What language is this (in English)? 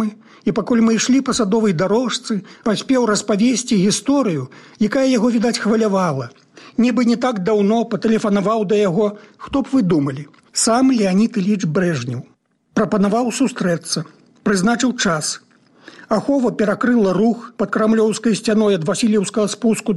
Belarusian